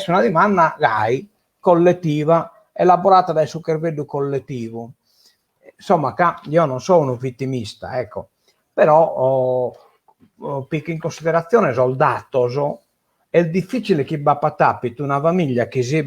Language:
Sardinian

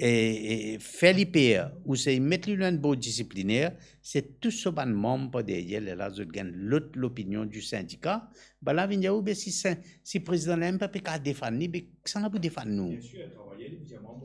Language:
Morisyen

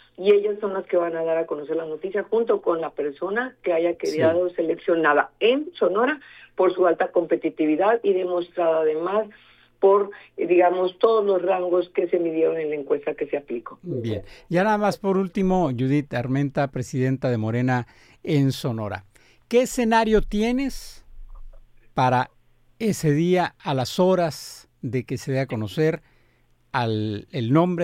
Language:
Spanish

